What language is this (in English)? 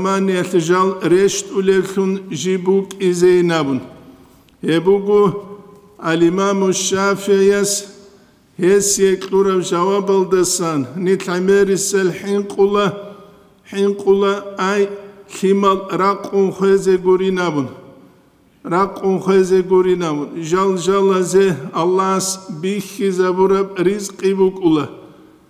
Avaric